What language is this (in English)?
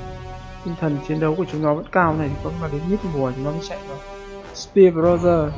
Vietnamese